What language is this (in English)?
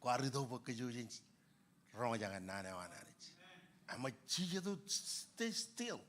Marshallese